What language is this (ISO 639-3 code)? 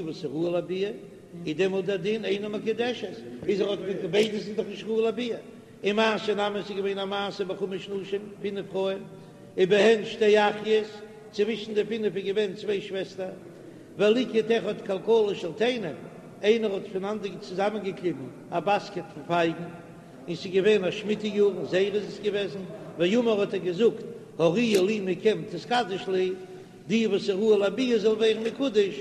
yid